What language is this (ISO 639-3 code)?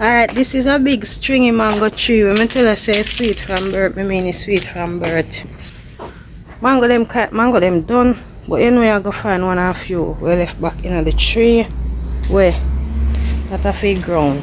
jam